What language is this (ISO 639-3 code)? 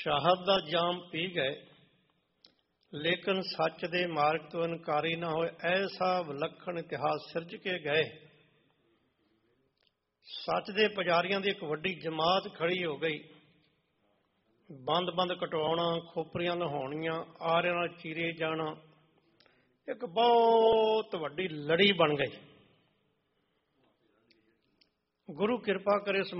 pan